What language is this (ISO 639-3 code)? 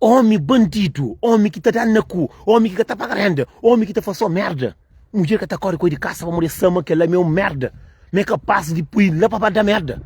kea